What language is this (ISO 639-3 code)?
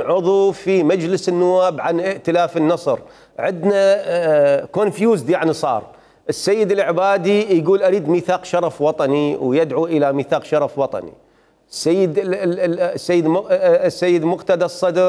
acm